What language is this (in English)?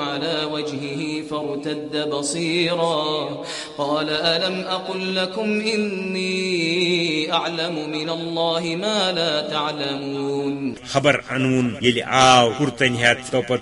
Kashmiri